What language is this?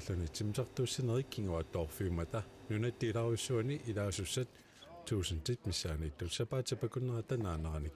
Kalaallisut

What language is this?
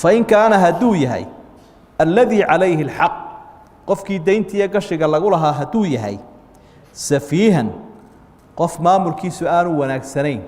Somali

